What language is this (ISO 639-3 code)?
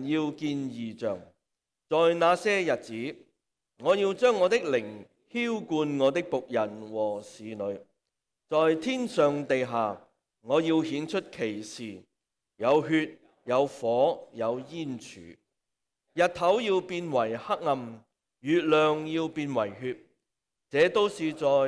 yue